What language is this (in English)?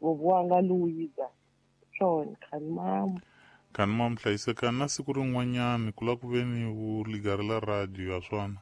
Tsonga